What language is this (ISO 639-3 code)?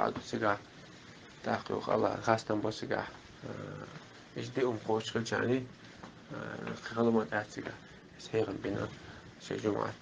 che